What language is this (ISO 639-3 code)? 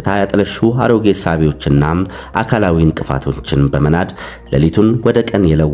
amh